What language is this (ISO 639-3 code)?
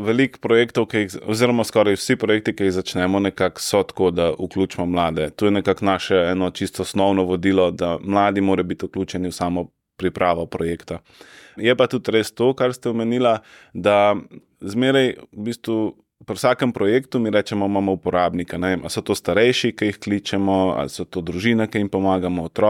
slv